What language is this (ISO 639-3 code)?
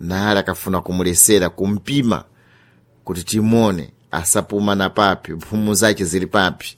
seh